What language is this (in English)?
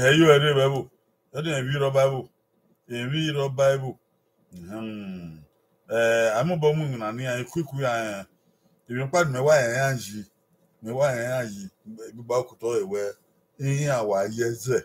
Bini